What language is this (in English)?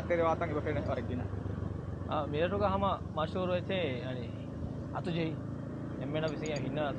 Divehi